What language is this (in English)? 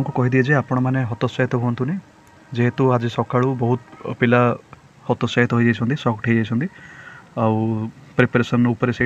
Odia